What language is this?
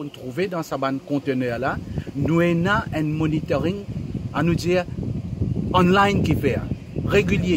Morisyen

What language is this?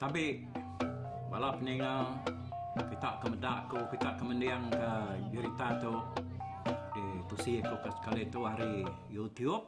Iban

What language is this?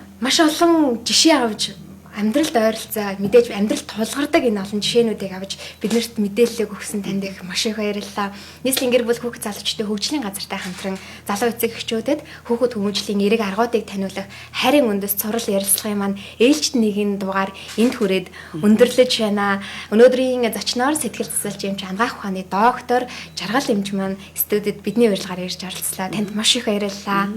Mongolian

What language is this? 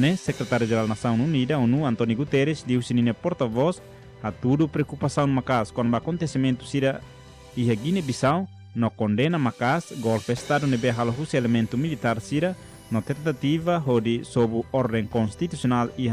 Tetum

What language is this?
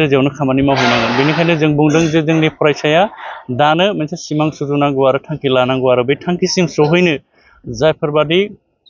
Bodo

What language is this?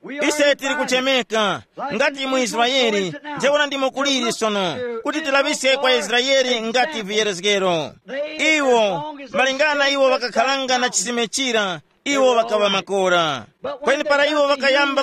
Tumbuka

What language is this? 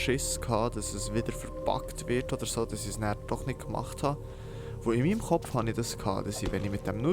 Swiss German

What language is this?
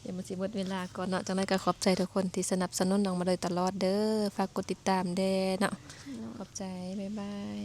Lao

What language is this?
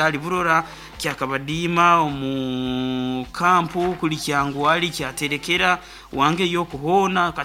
Nyoro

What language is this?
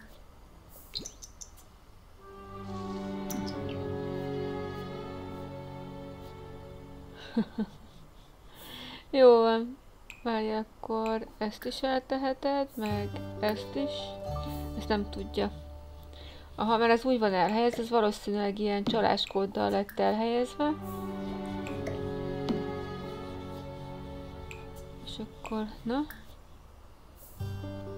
Hungarian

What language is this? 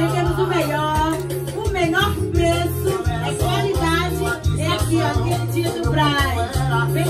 Portuguese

